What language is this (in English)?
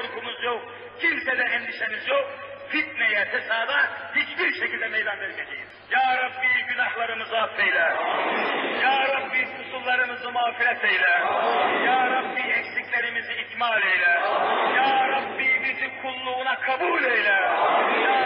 Turkish